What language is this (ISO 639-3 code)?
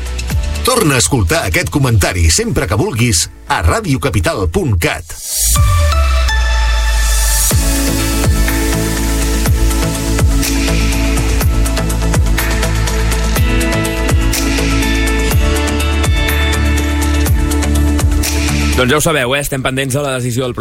cat